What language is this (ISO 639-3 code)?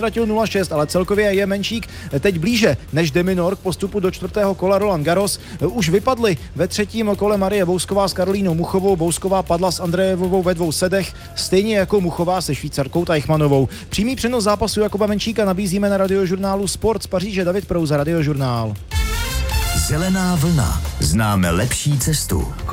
ces